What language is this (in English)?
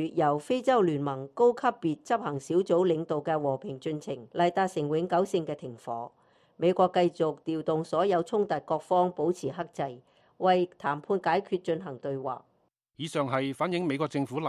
Cantonese